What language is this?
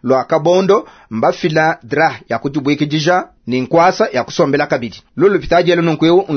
Luba-Lulua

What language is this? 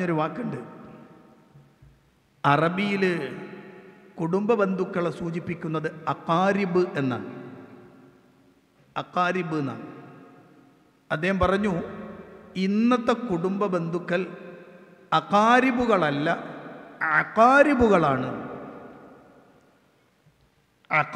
Malayalam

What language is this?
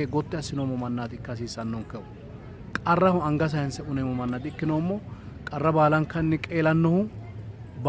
Sidamo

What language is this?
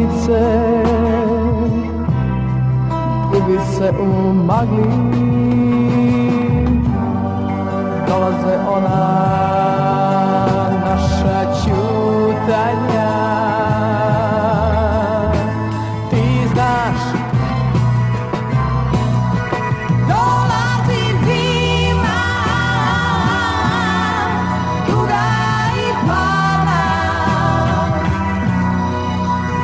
Serbian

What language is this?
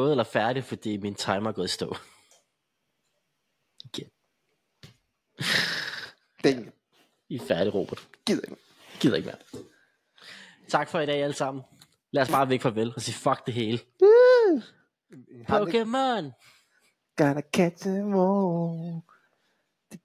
Danish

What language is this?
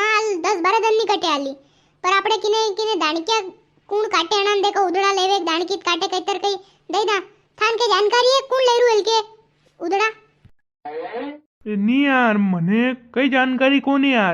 Rajasthani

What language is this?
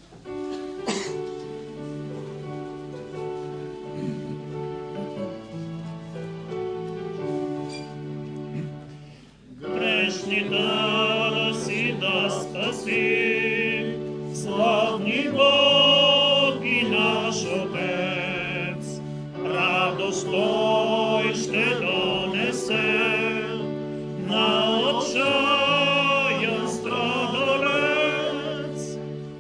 Bulgarian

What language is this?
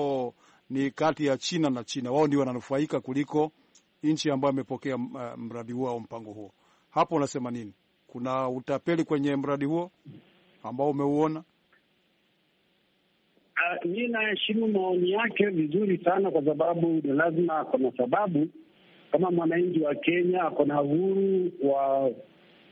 Swahili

